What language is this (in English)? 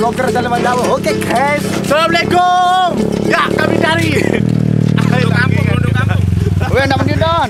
Sasak